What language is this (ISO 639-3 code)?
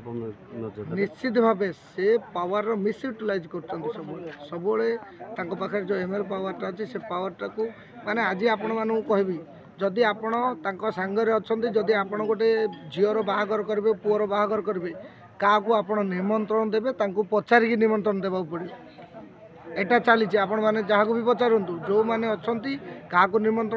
ori